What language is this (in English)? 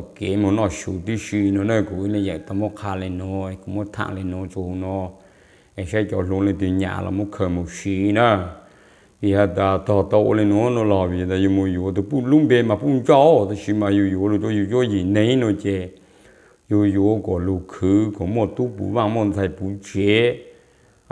Hmong